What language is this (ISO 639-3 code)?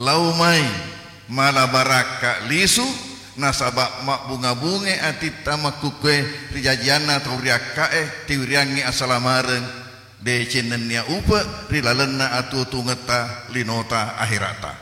bug